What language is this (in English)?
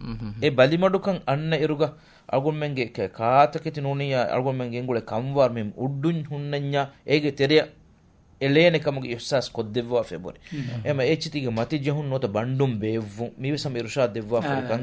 Divehi